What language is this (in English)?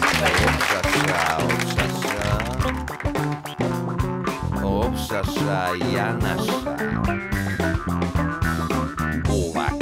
Serbian